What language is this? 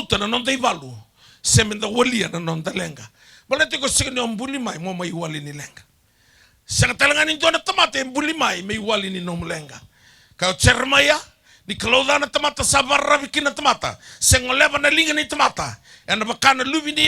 Fijian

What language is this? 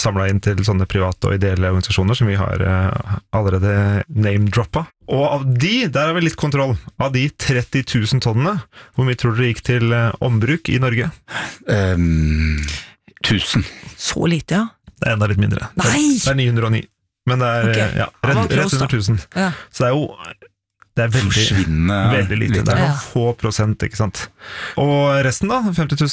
Norwegian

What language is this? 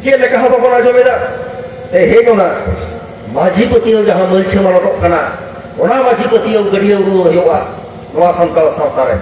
Santali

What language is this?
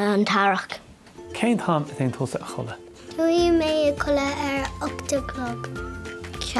Irish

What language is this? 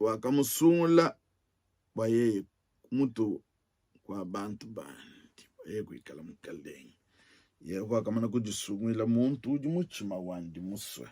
Luba-Lulua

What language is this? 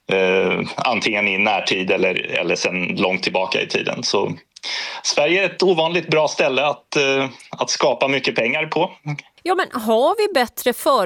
Swedish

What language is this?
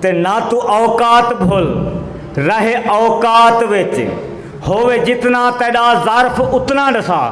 Saraiki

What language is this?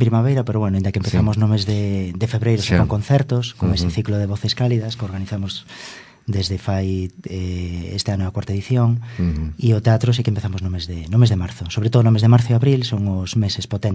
Galician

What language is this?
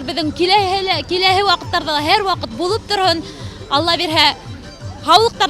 Bashkir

